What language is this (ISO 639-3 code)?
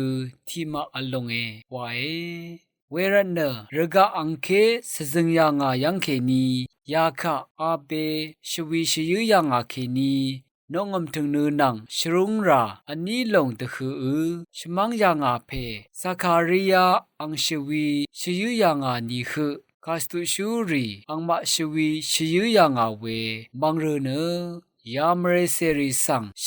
raw